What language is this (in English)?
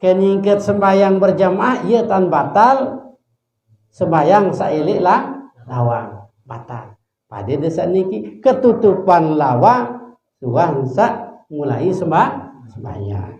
Sasak